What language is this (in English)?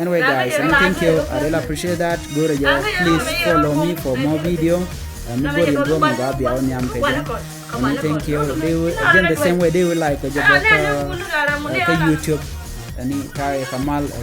Nuer